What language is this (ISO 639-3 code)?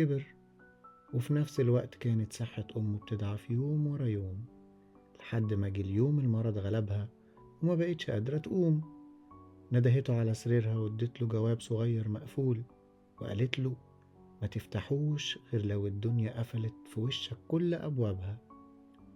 arz